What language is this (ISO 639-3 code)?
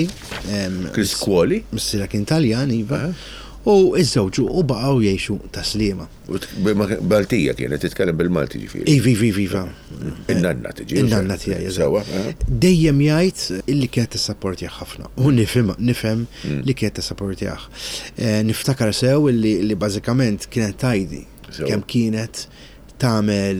mlt